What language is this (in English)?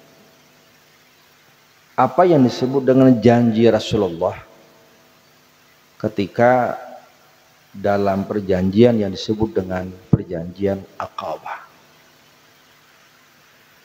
Indonesian